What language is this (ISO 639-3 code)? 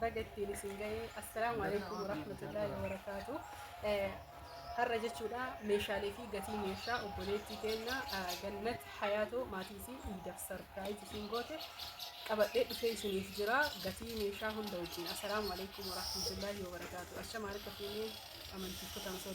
orm